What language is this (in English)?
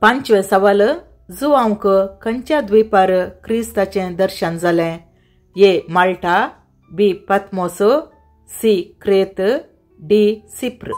Konkani